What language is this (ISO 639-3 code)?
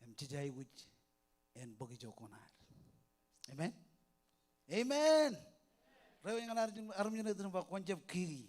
mah